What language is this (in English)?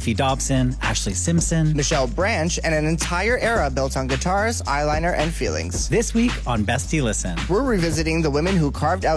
English